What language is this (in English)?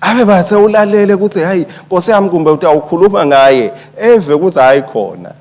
Swati